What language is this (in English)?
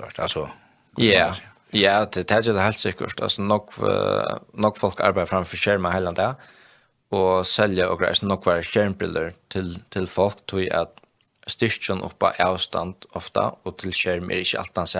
Faroese